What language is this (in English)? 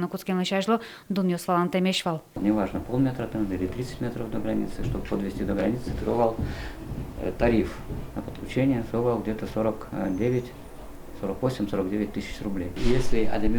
Udmurt